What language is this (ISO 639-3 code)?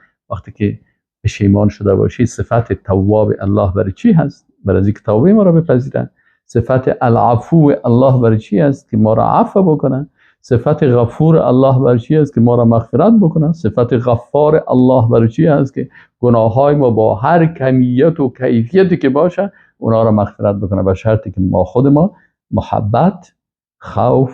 fas